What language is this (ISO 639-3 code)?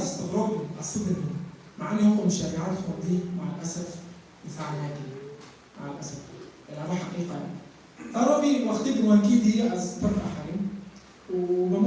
kur